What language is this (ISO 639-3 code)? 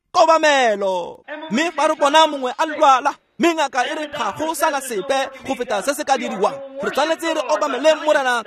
tsn